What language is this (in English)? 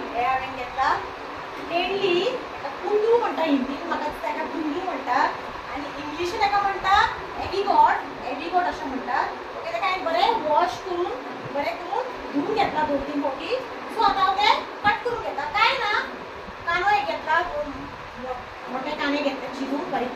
Konkani